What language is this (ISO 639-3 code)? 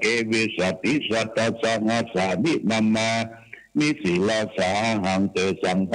pli